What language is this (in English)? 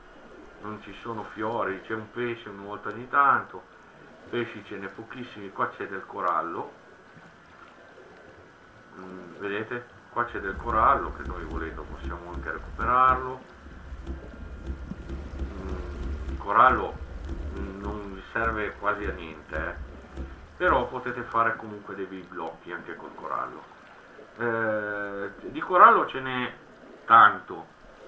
Italian